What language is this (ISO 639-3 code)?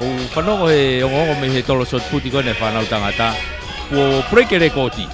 ton